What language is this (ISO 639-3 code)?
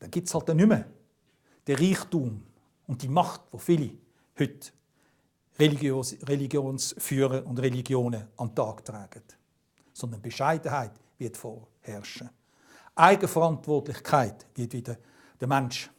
gsw